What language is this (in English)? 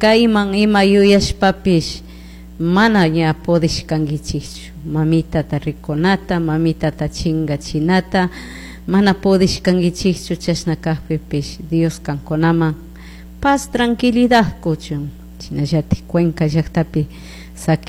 Chimborazo Highland Quichua